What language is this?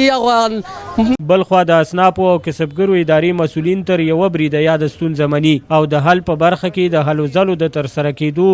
Pashto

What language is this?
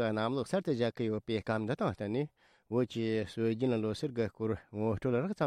Tibetan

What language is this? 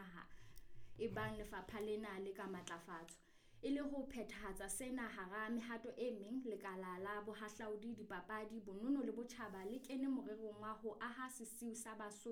Southern Sotho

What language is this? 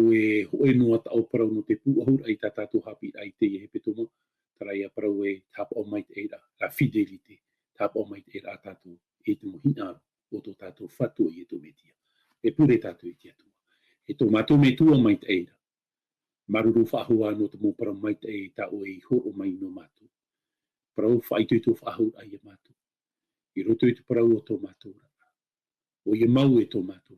Tahitian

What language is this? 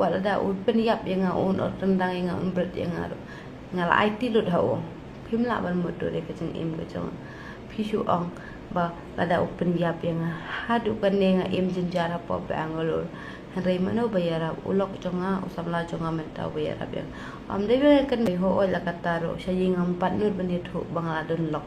Khasi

